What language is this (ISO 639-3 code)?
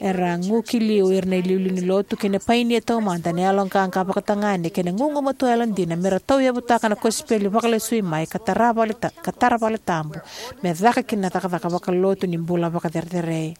fij